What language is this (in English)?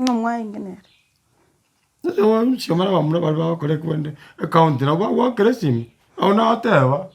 Gusii